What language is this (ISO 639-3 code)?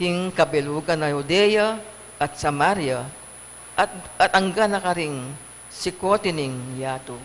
pam